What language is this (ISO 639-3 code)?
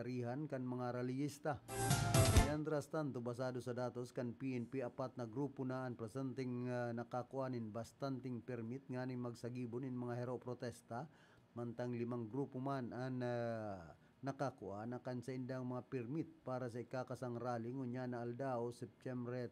bik